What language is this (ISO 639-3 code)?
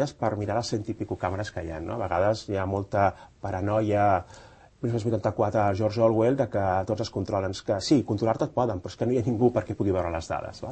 cat